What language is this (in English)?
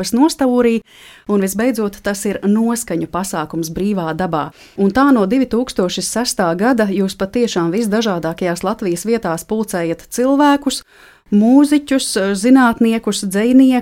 Latvian